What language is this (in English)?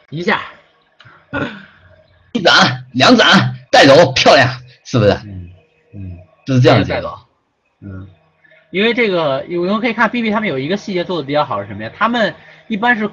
Chinese